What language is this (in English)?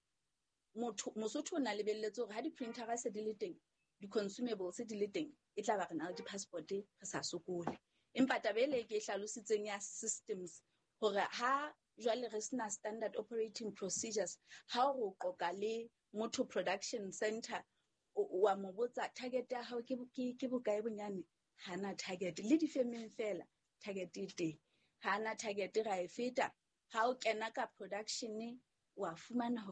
Southern Sotho